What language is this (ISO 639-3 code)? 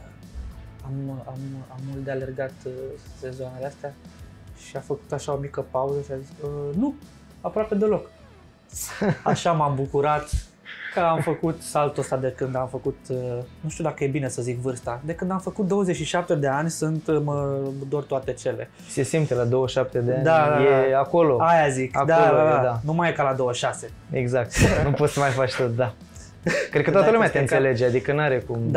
ron